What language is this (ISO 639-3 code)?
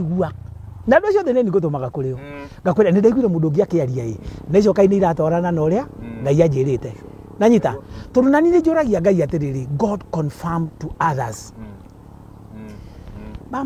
kik